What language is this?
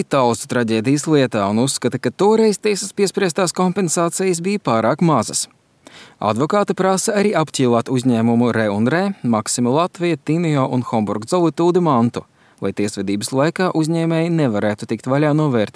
Latvian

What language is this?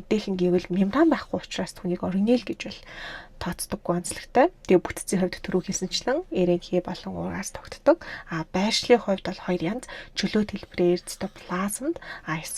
Mongolian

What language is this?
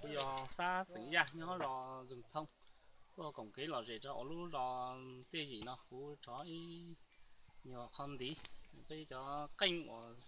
Hmong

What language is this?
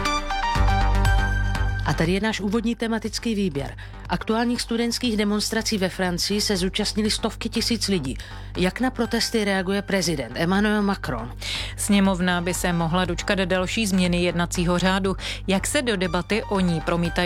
Czech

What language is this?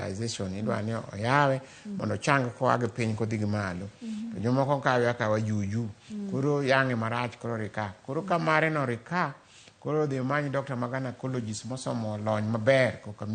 Luo (Kenya and Tanzania)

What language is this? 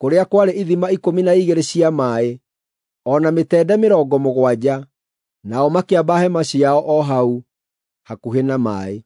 Kikuyu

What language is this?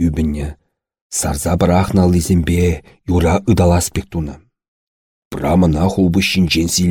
Chuvash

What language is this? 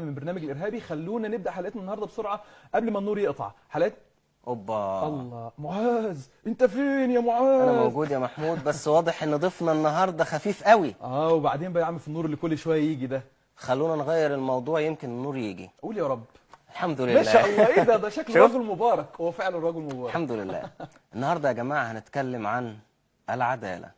Egyptian Arabic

